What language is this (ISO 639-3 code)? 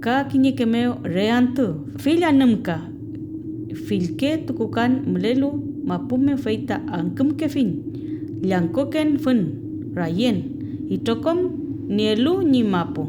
arn